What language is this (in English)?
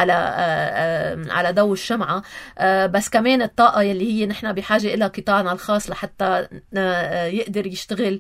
North Levantine Arabic